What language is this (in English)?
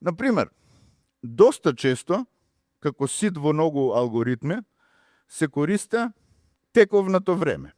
Macedonian